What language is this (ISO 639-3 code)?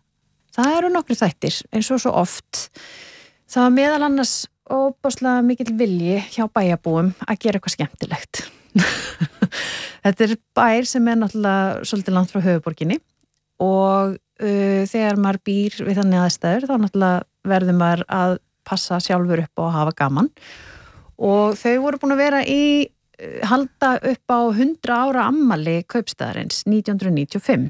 isl